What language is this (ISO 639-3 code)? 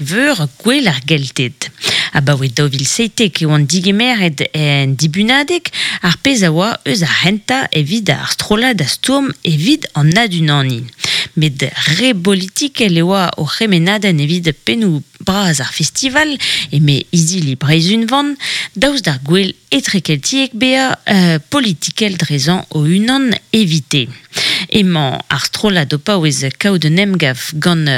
bre